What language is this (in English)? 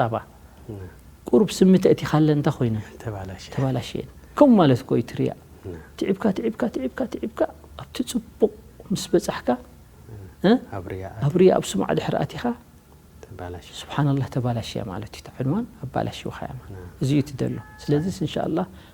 Tigrinya